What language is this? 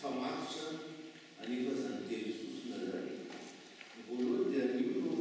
Malagasy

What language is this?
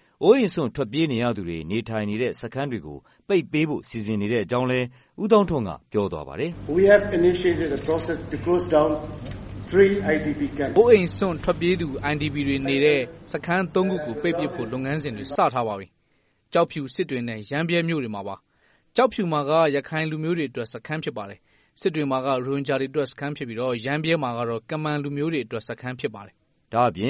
Burmese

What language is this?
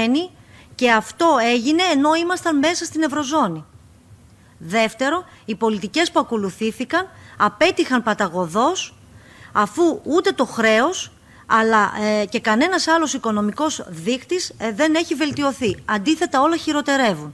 Greek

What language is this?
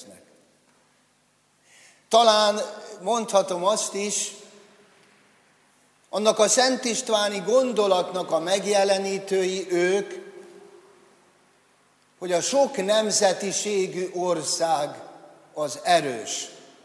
Hungarian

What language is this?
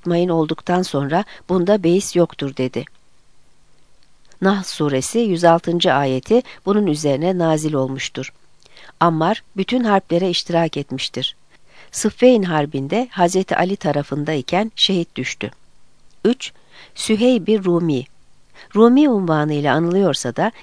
Turkish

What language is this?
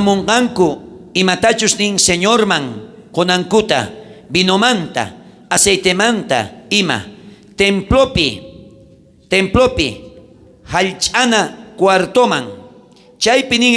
South Bolivian Quechua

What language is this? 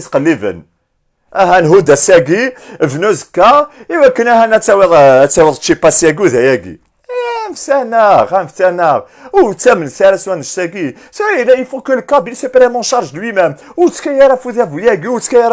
Kabyle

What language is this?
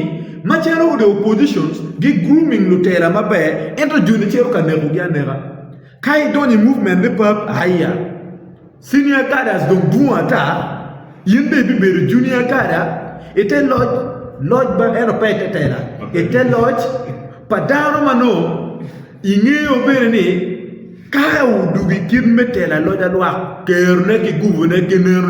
Acoli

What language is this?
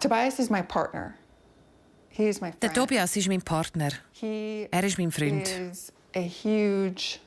Swiss German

